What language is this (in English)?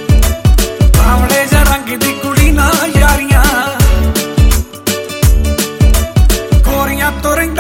Punjabi